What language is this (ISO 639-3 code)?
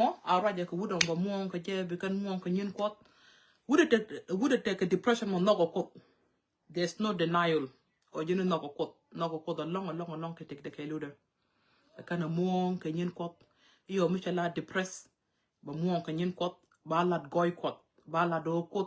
nus